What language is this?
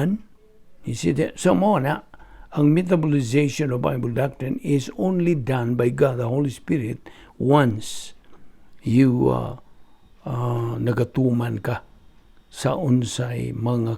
Cebuano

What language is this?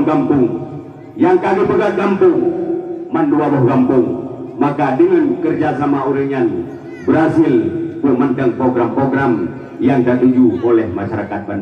Achinese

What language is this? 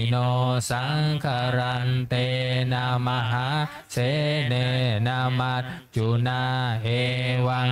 Pali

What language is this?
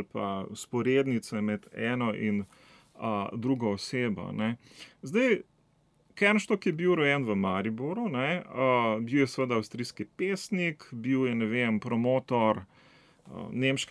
Slovenian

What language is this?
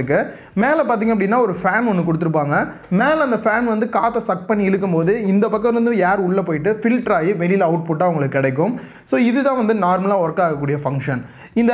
Tamil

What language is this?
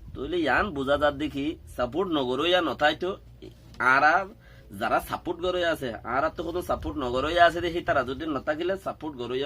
Rohingya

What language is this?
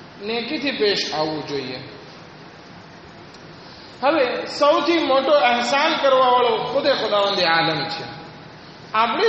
Gujarati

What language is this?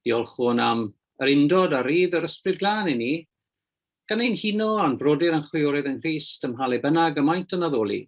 Welsh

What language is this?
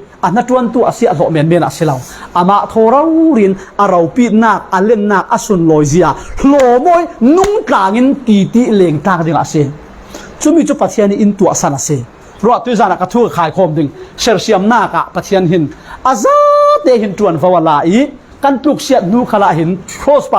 Falam Chin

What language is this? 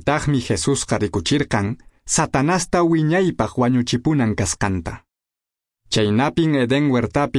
Quechua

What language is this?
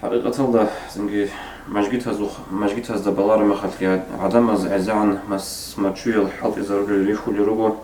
Avaric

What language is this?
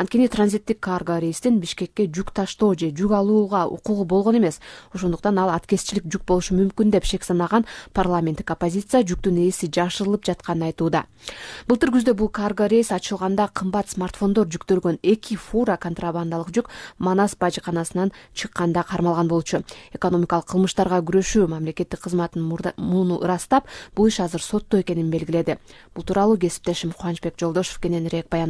Kyrgyz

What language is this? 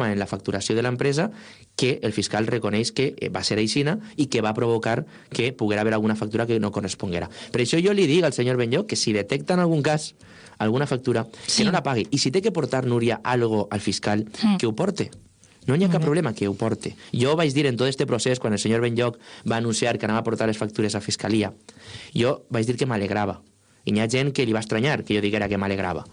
Catalan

